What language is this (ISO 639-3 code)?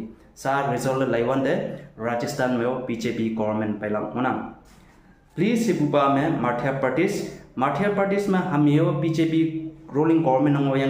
nbe